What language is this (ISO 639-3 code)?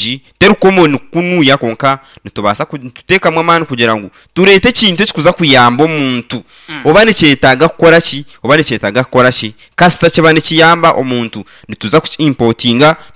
nyn